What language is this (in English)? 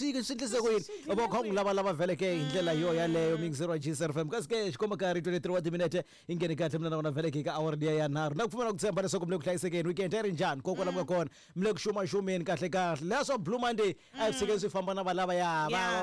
Tsonga